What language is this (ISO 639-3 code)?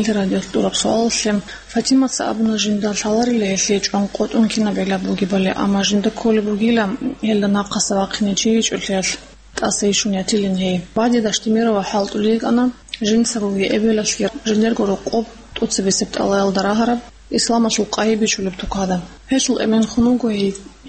ava